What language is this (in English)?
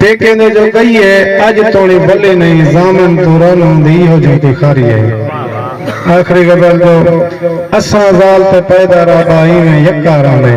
Saraiki